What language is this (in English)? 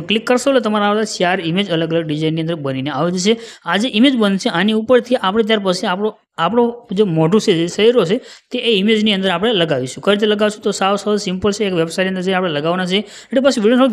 Gujarati